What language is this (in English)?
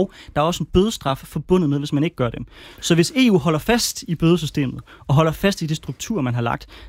Danish